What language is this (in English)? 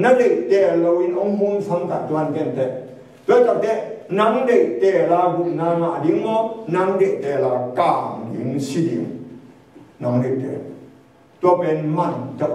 Tedim Chin